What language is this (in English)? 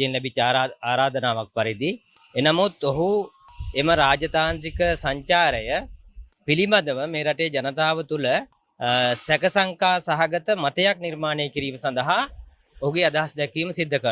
Sinhala